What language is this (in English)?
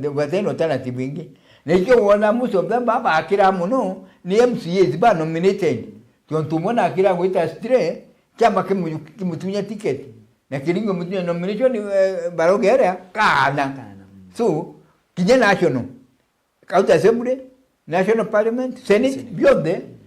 Meru